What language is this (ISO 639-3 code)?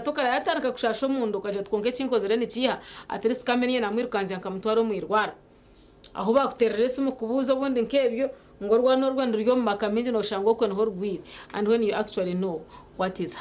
nyn